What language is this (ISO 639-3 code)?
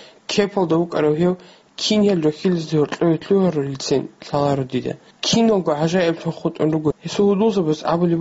ava